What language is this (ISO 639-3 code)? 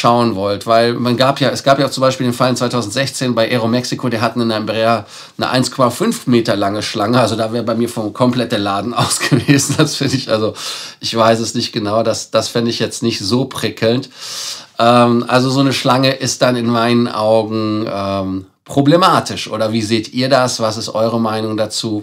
deu